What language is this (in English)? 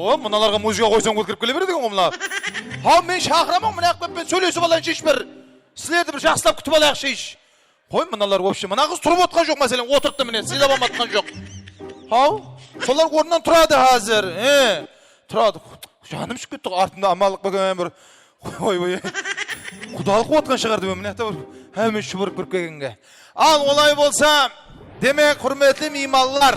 Kara-Kalpak